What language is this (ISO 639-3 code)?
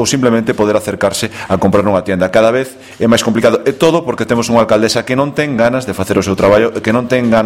glg